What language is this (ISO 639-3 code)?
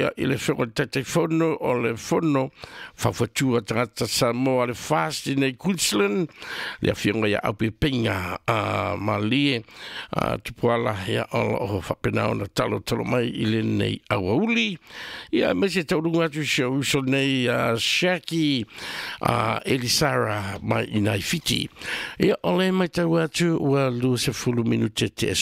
smo